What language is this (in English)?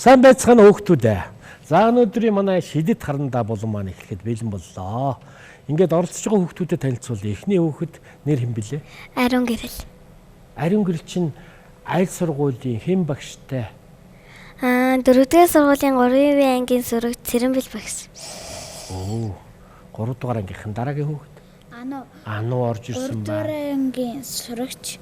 Mongolian